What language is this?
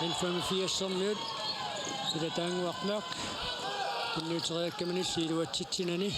Kalaallisut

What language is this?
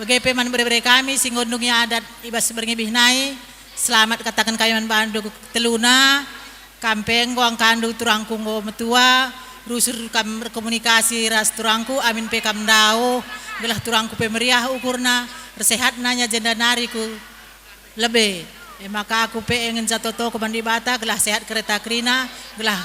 Batak Karo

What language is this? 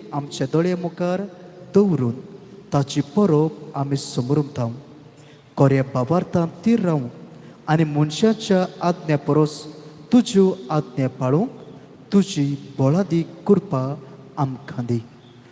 Konkani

